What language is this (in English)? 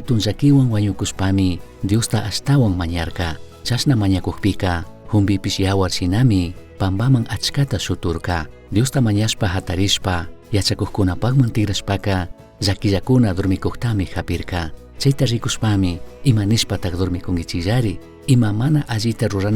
Chimborazo Highland Quichua